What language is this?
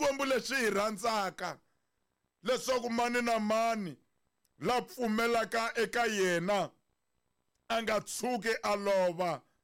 Tsonga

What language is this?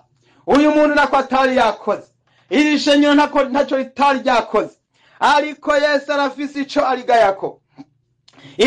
Rundi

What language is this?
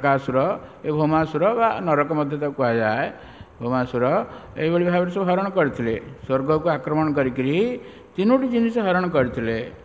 Odia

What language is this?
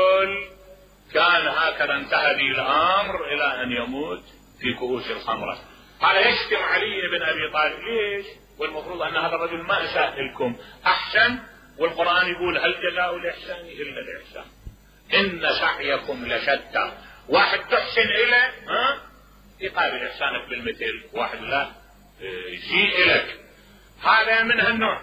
Mesopotamian Arabic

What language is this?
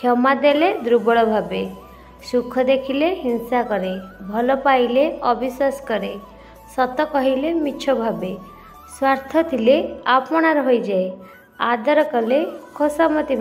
Odia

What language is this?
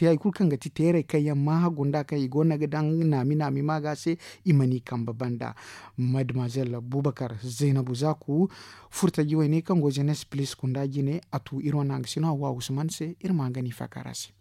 Zarma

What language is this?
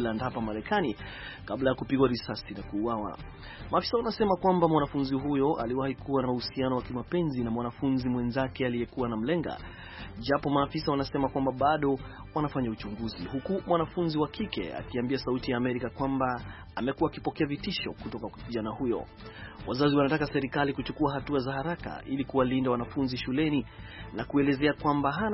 Swahili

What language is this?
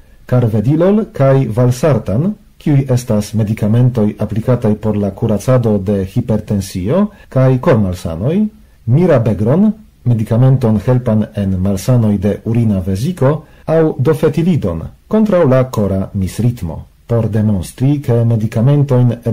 Esperanto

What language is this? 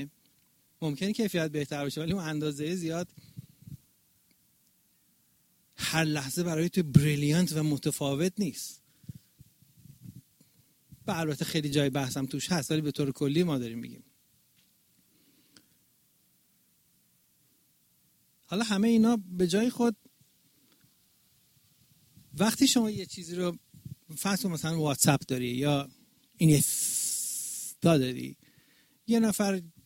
Persian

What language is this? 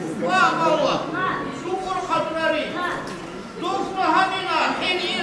Tabassaran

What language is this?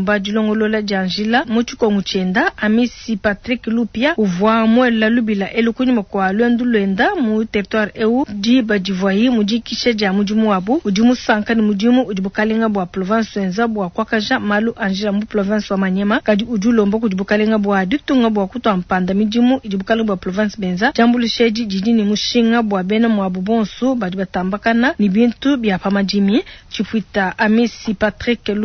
Luba-Lulua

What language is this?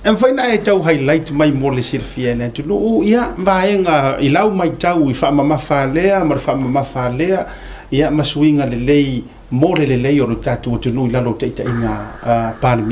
Samoan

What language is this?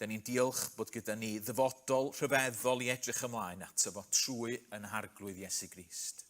Welsh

